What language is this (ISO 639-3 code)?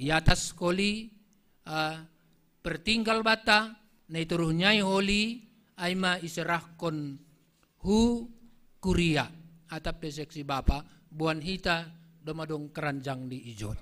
bts